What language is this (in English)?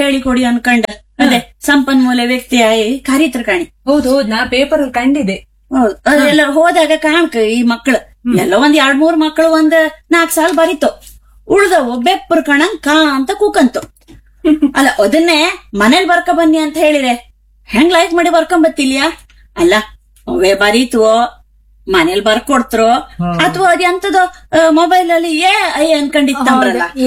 Kannada